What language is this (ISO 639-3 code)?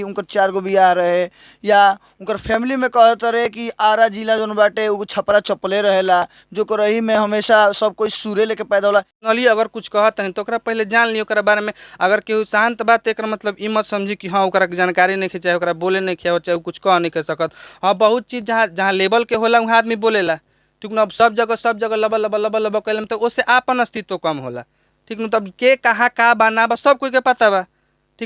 bho